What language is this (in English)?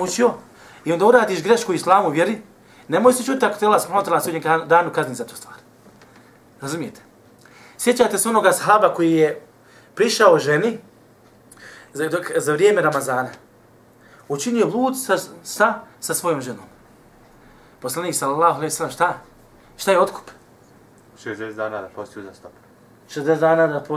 Bosnian